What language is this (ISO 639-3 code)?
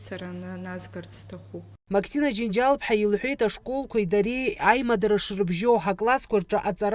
abk